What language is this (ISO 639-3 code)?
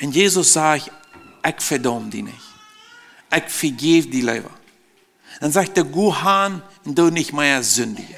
pdt